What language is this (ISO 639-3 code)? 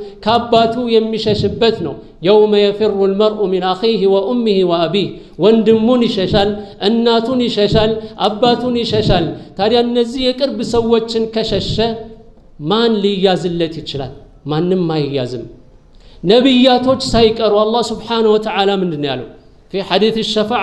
amh